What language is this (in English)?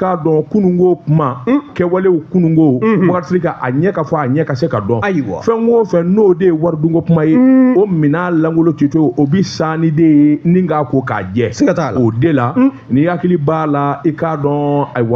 Bambara